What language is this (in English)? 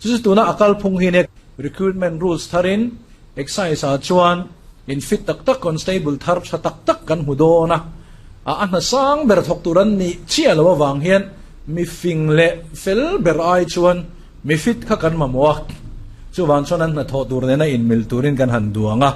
Mizo